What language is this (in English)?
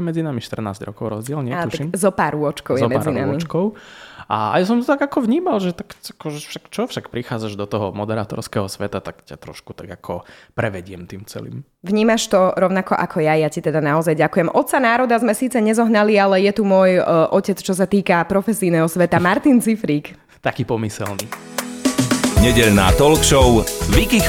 Slovak